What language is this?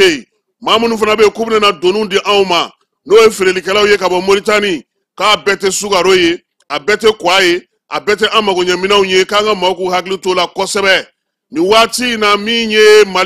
Bambara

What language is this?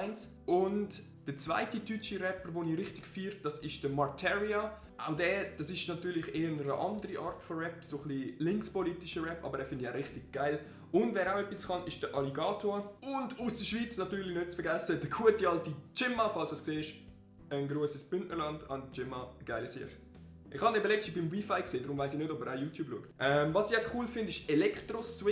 Swiss German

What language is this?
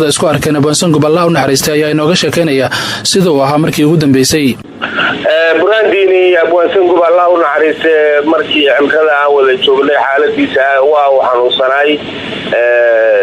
Somali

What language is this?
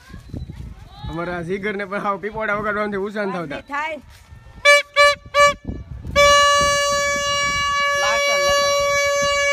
Gujarati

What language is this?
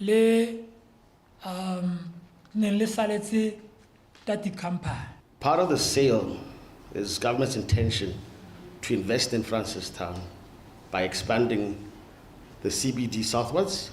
Tswana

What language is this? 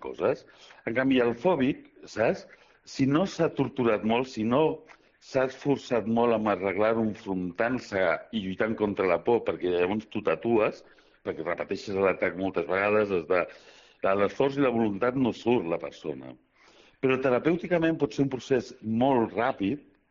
Catalan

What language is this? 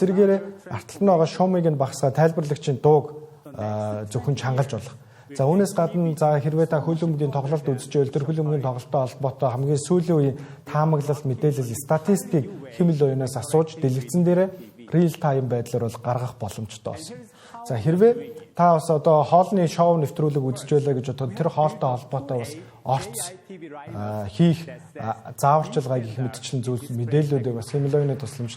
Mongolian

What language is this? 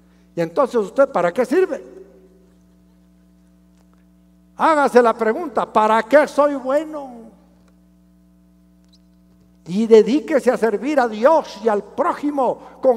Spanish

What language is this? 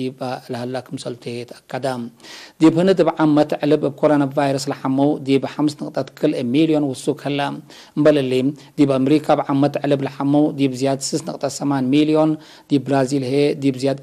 Tigre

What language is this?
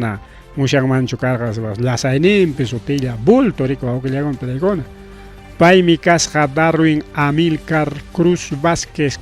Ayacucho Quechua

